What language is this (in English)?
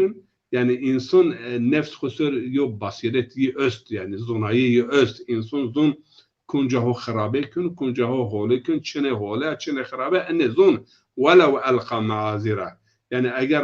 Zaza